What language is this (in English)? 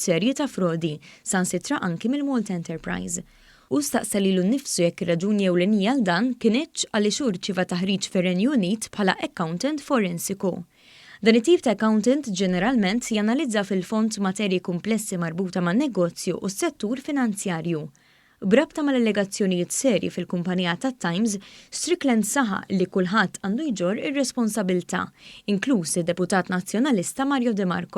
Maltese